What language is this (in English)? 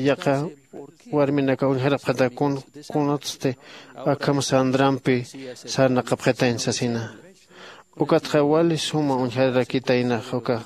Aymara